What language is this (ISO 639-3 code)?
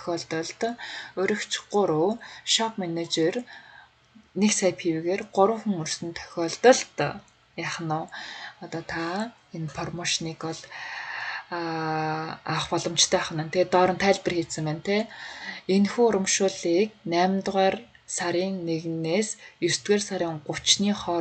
mon